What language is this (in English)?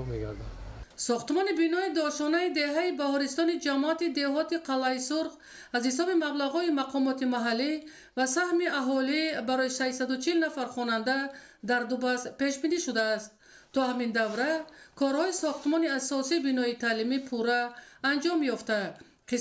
Tajik